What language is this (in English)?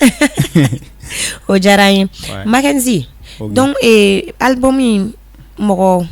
Bambara